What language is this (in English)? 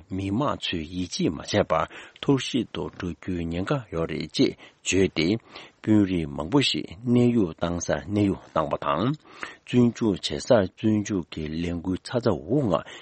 Tibetan